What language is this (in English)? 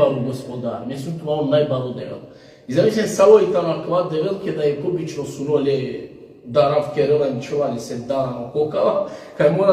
Balkan Romani